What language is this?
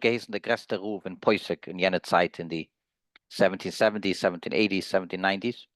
Yiddish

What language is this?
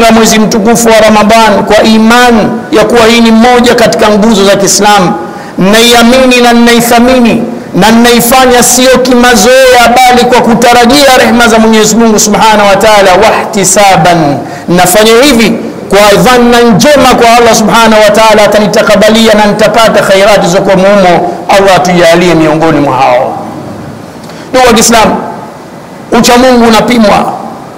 Swahili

